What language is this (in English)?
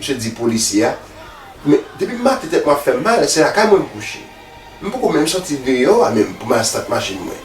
Haitian Creole